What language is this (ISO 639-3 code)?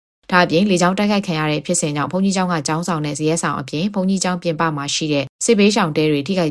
mya